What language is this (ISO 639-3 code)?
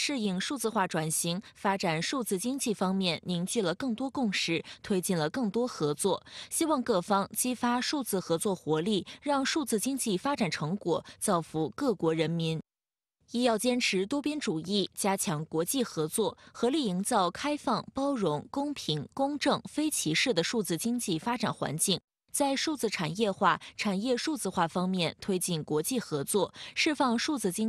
zho